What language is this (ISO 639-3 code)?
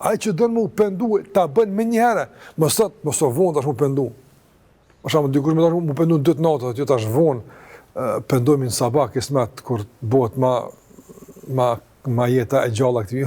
sqi